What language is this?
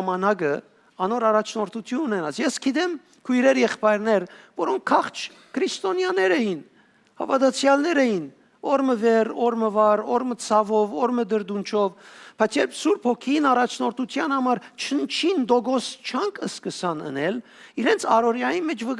Western Armenian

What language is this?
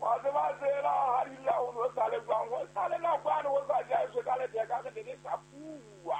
Southern Sotho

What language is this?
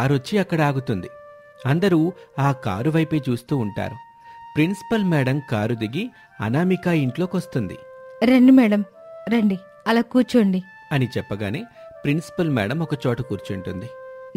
Telugu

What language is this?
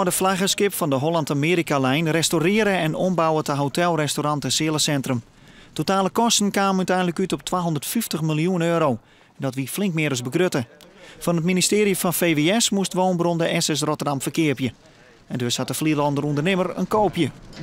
Western Frisian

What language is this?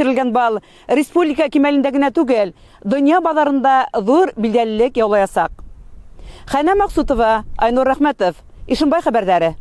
Bashkir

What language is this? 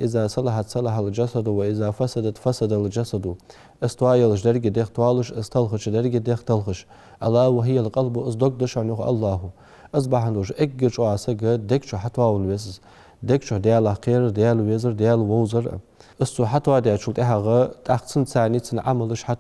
Ingush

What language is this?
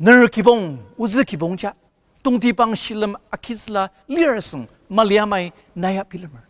Ao Naga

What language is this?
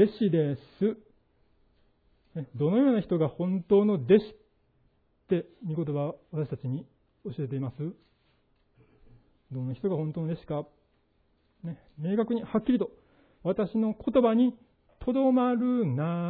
Japanese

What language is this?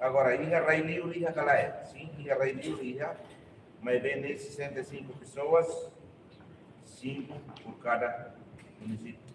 Tetum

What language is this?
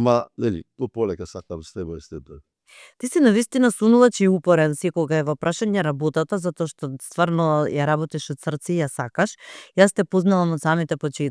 Macedonian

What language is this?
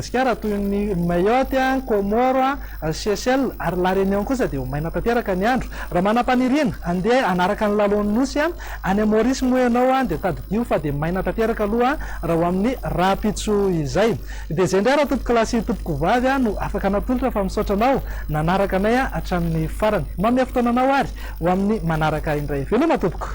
Malagasy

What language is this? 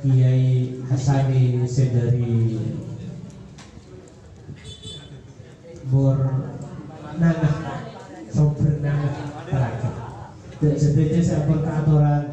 Indonesian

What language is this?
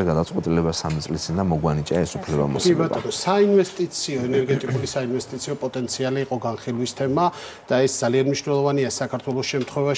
Georgian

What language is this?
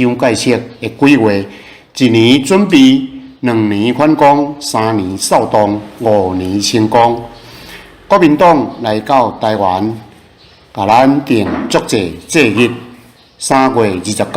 Min Nan Chinese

